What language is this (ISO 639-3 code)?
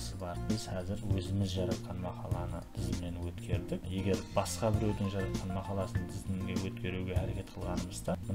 kaa